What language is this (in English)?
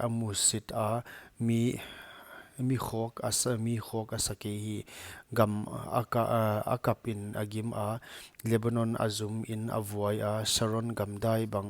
Paite Chin